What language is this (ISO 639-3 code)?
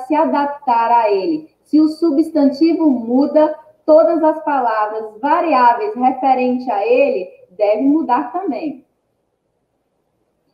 por